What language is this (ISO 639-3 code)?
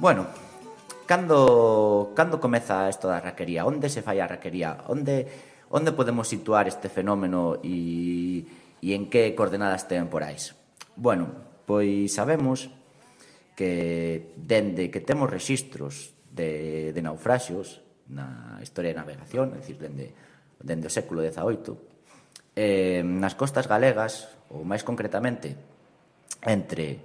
glg